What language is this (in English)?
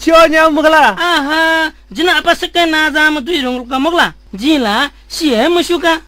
Newari